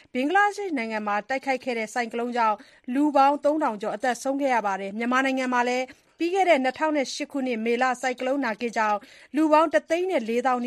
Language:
Burmese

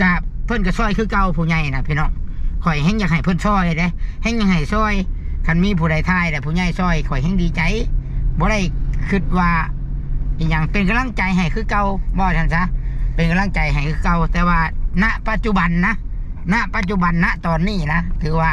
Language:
Northeastern Thai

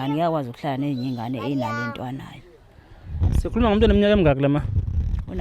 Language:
Zulu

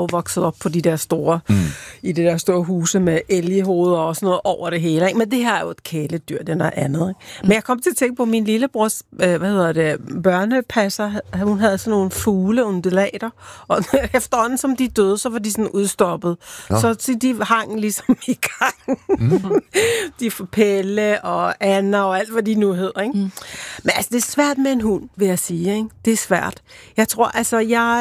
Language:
Danish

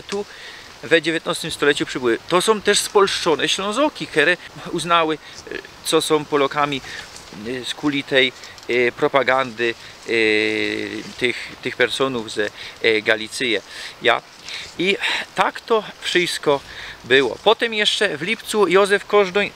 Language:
Silesian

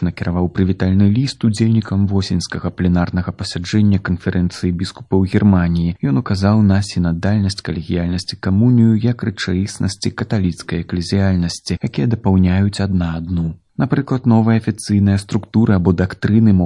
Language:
Belarusian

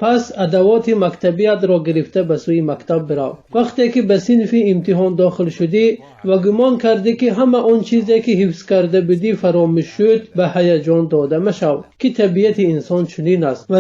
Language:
Tajik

